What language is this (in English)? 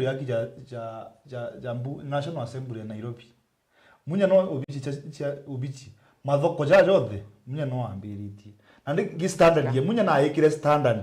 Meru